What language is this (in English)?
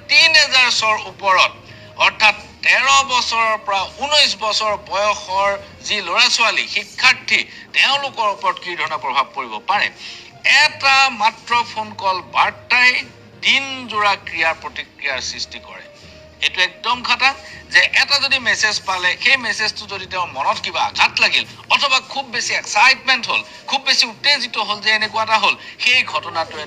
Assamese